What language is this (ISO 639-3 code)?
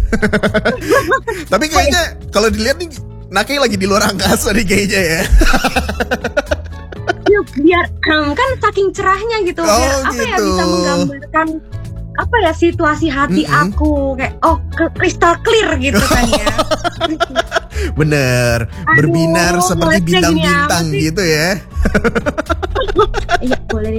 ind